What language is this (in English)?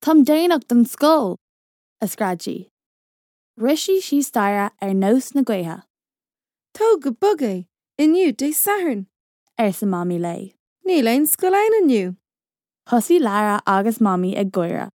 Irish